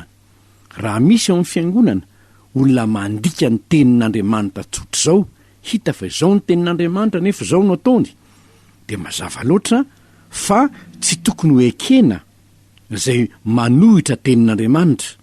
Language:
Malagasy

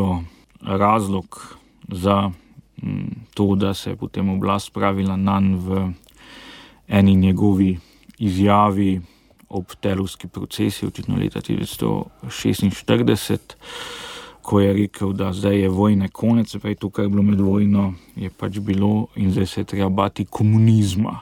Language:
Slovenian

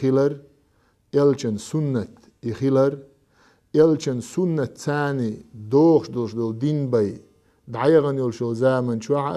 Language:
Chechen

